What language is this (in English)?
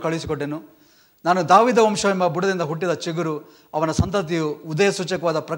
Kannada